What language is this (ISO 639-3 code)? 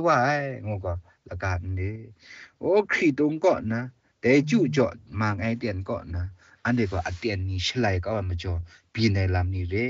kac